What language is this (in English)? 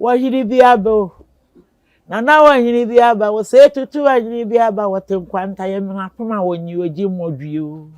Akan